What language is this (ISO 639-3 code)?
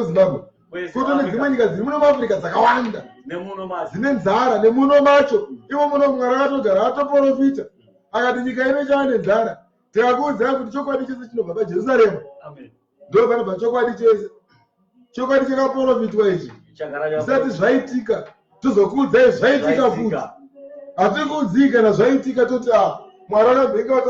sna